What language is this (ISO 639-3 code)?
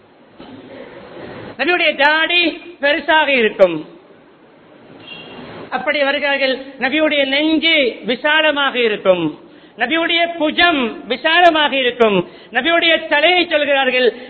tam